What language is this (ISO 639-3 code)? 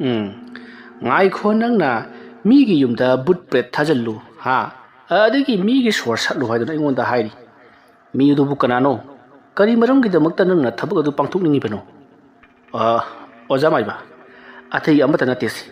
mni